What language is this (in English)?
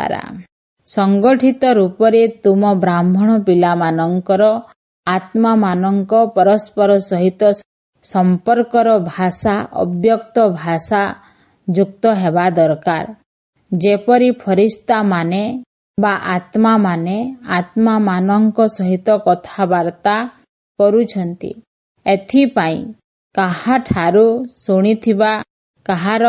Odia